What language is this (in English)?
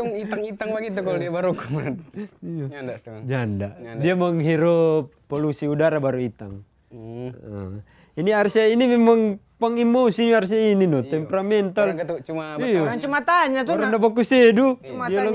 Manado Malay